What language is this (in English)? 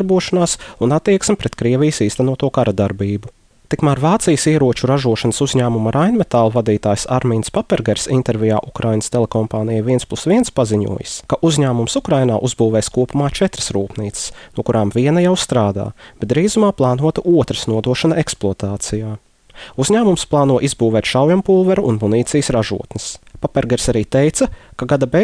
Latvian